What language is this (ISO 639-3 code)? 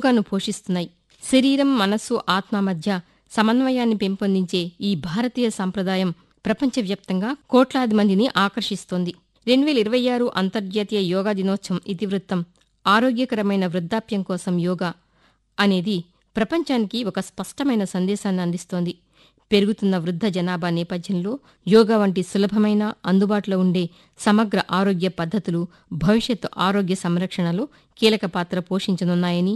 tel